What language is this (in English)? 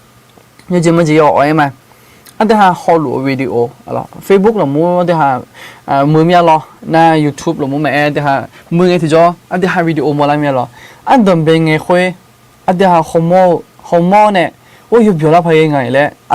Akha